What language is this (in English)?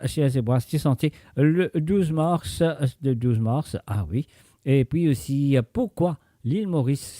Morisyen